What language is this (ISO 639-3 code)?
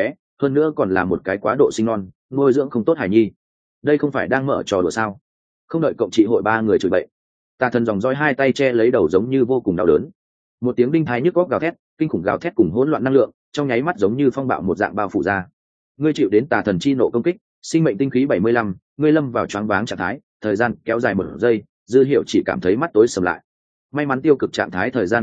vie